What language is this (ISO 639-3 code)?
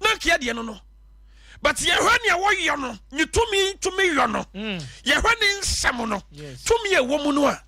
aka